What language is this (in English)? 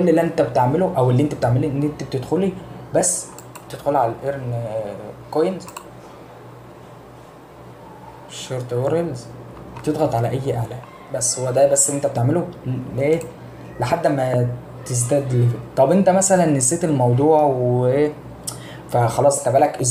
Egyptian Arabic